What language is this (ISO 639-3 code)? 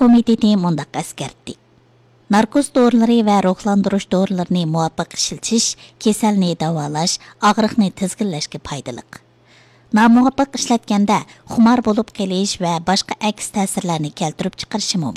uig